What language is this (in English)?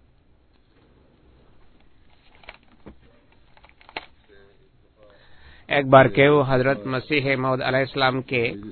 Bangla